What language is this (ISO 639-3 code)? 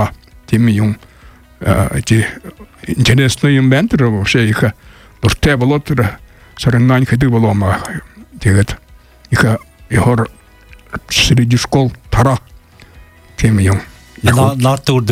bua